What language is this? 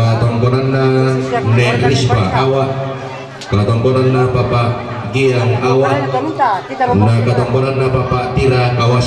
Toraja-Sa'dan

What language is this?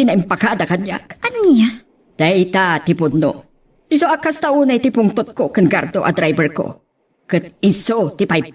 Iloko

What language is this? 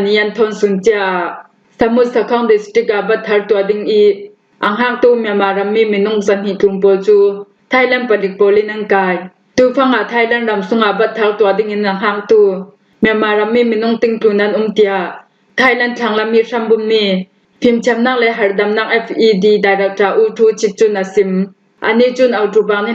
Falam Chin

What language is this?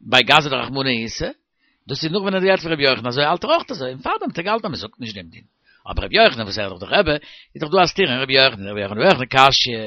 Yiddish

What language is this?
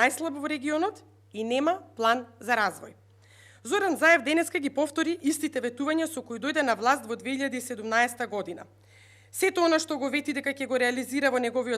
Macedonian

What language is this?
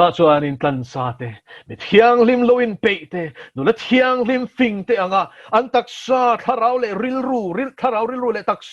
Mizo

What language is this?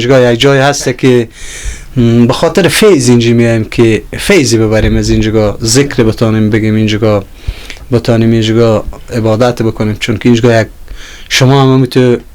Persian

